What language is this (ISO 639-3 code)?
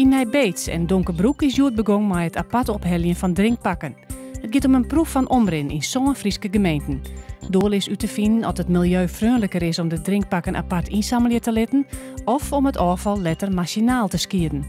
fry